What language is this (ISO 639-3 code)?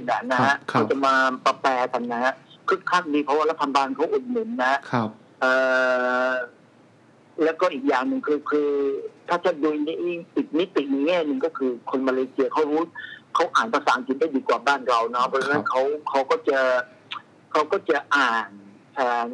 tha